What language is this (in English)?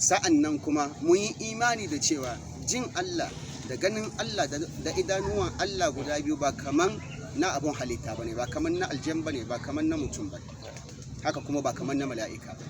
Hausa